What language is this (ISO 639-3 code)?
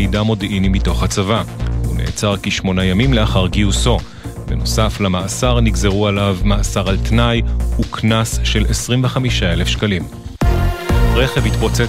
heb